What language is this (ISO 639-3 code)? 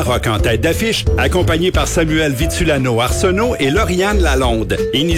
fra